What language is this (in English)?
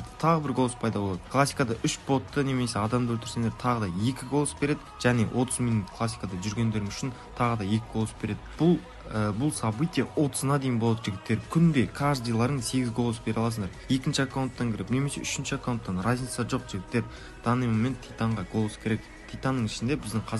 Kara-Kalpak